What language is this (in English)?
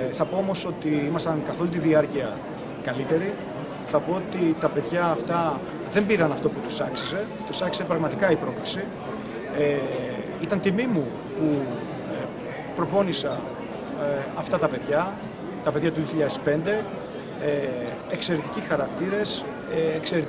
Greek